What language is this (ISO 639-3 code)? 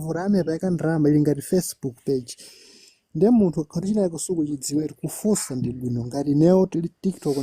nya